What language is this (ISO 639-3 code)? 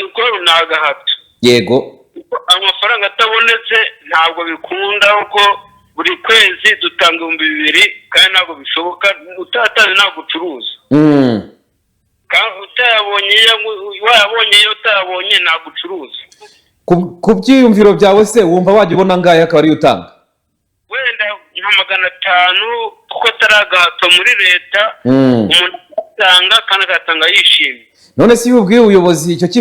kin